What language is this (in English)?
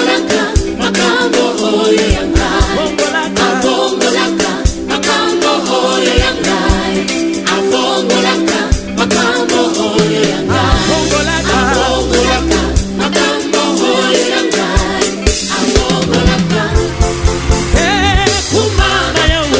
Lingala